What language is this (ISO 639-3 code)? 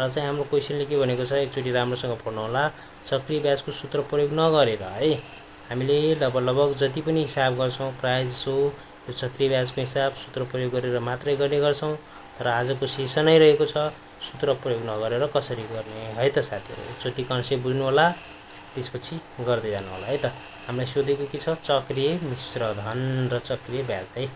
nep